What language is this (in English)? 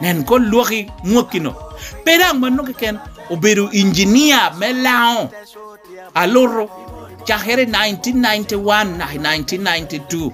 Lango (Uganda)